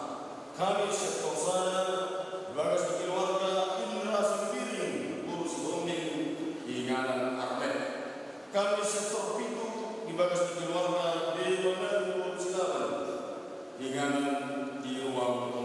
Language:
Batak Toba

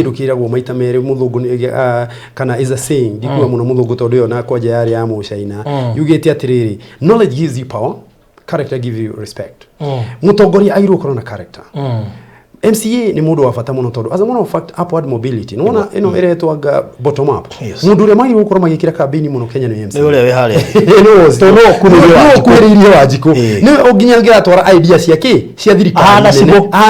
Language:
Kikuyu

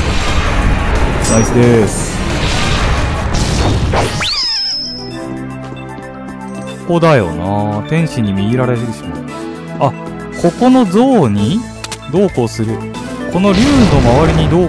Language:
Japanese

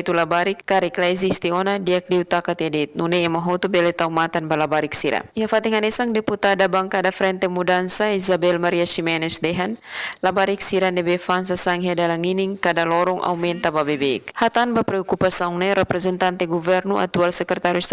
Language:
Tetum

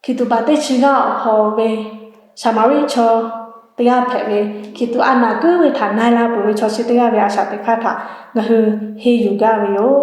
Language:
Lahu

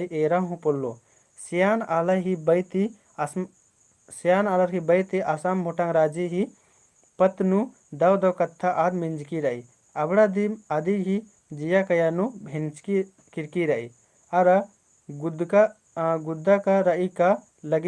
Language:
Kurukh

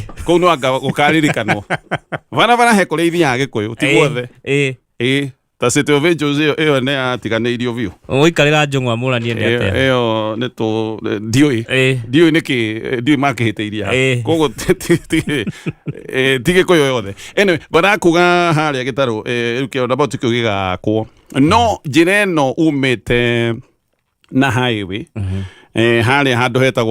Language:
Kikuyu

